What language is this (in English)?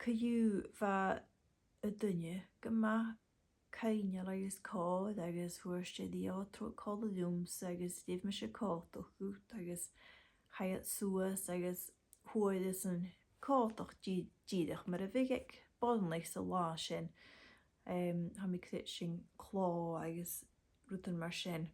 Scottish Gaelic